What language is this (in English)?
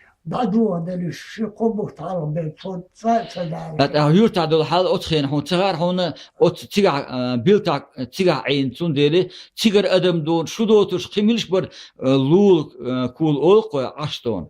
Chechen